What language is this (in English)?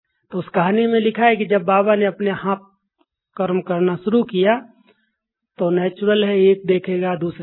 Hindi